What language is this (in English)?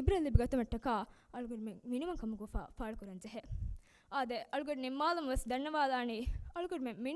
Divehi